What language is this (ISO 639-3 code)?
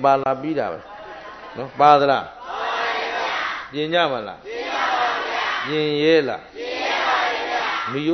mya